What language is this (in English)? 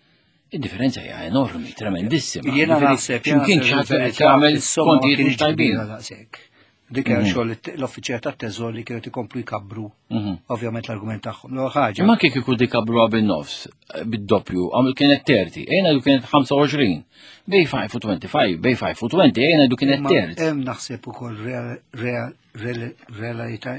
Maltese